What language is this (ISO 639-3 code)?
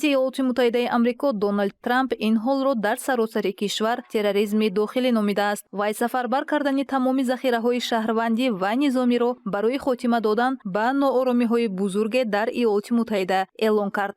tgk